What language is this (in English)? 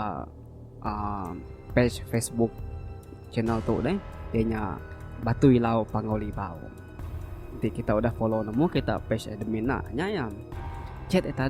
Iban